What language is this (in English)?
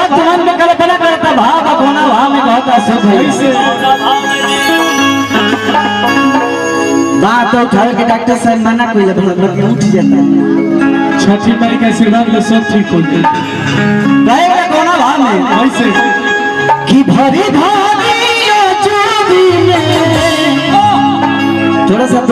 Bhojpuri